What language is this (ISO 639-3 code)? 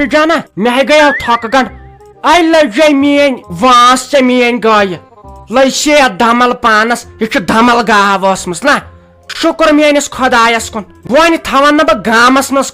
kas